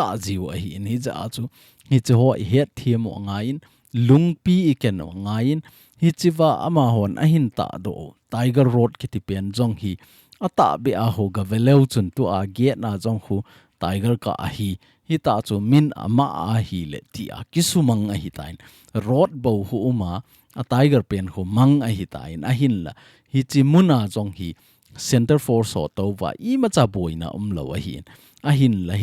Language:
Thado Chin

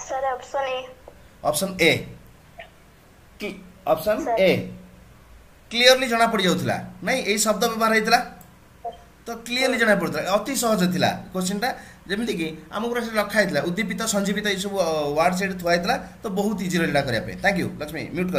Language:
Odia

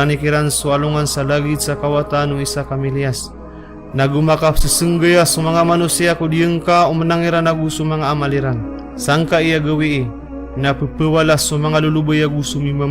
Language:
Maranao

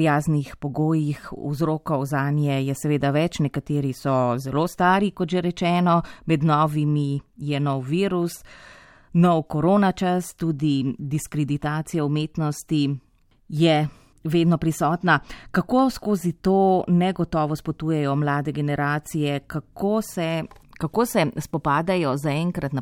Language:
Slovenian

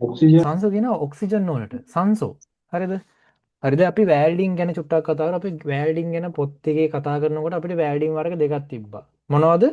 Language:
Sinhala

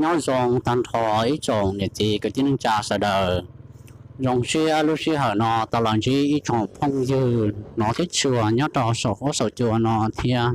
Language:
Hmong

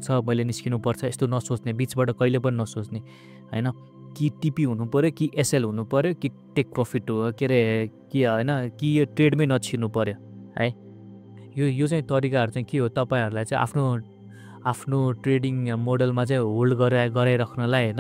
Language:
Nepali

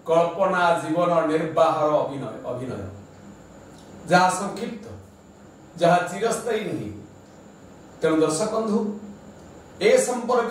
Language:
Odia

